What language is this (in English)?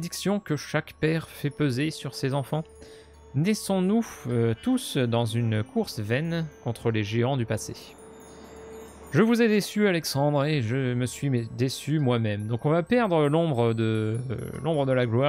French